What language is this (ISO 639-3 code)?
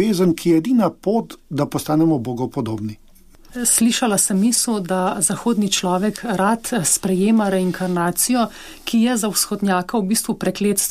slv